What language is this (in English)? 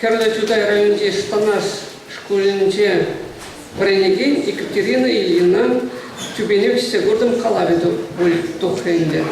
Chuvash